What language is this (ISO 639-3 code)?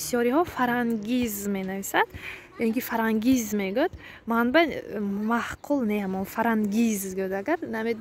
tgk